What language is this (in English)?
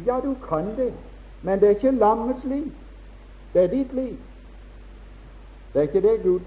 Norwegian